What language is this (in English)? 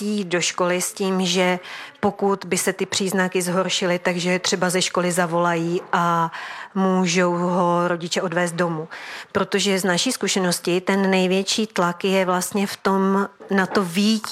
Czech